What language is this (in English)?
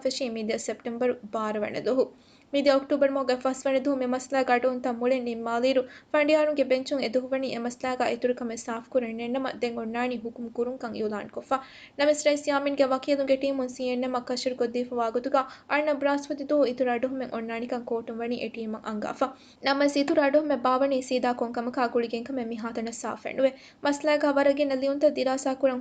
Divehi